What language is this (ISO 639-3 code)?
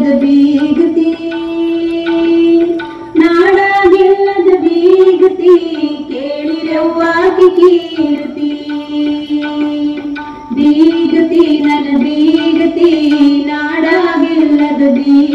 kan